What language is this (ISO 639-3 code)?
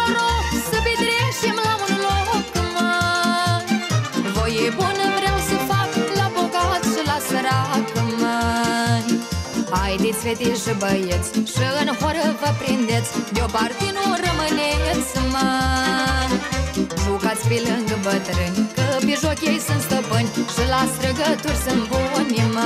ron